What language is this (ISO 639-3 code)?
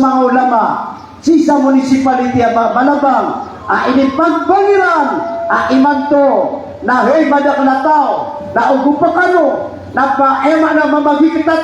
mrw